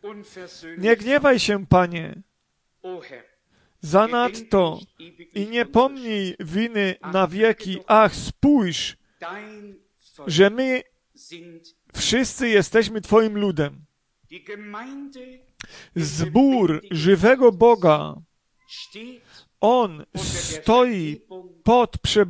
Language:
Polish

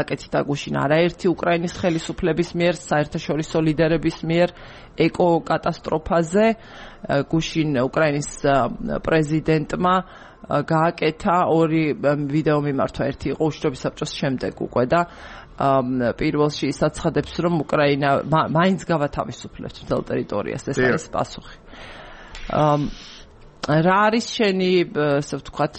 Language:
Georgian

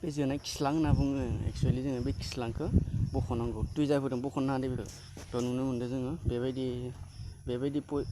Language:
Bodo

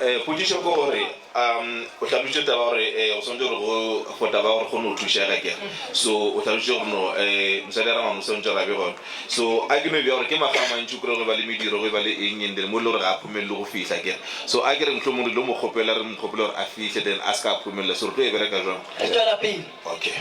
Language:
Northern Sotho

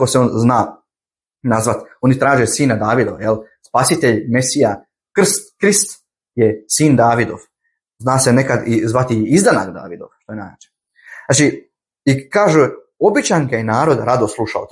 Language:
Bosnian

